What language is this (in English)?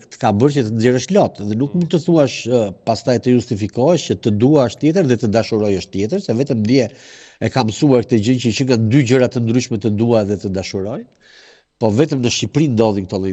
Albanian